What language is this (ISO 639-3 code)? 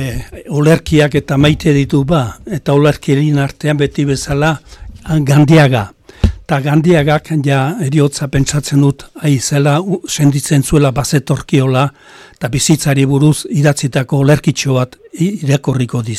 eus